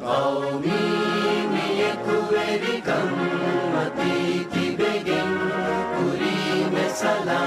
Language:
Divehi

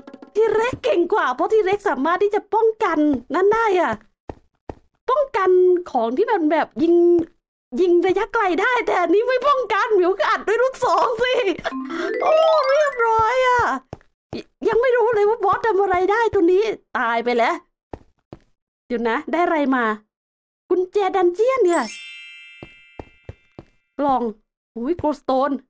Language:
Thai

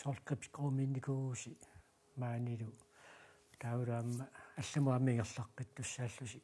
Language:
Kalaallisut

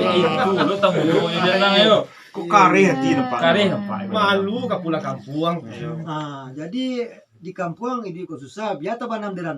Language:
Minangkabau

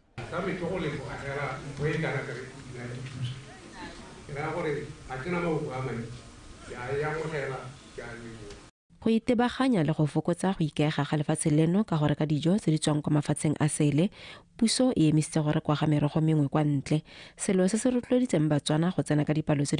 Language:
Tswana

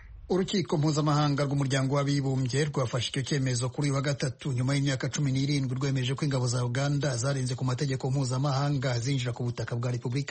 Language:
Kinyarwanda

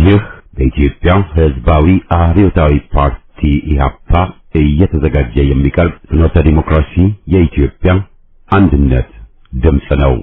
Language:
Amharic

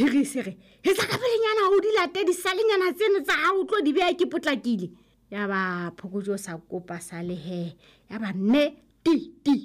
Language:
Southern Sotho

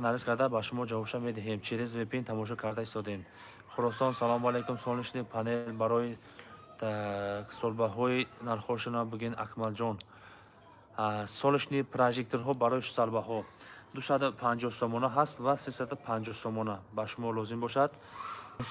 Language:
Tajik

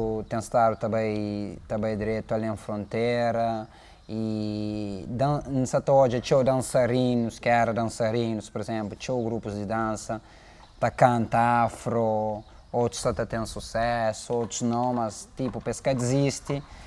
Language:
Kabuverdianu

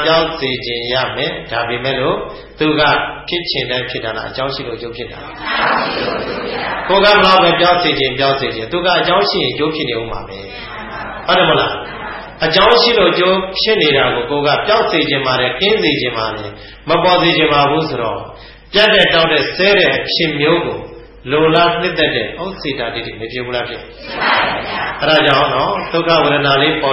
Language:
Burmese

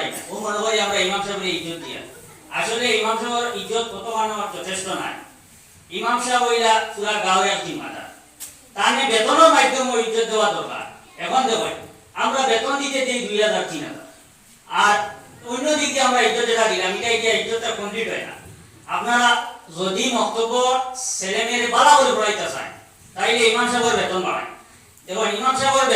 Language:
Sylheti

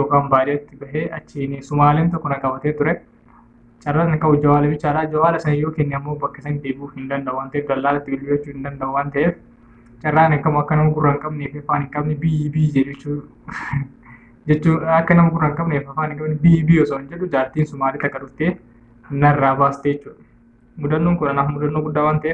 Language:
Oromo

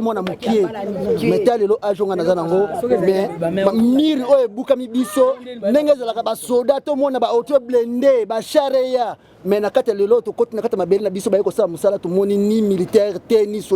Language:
Lingala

